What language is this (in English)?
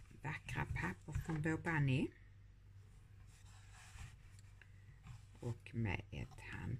Swedish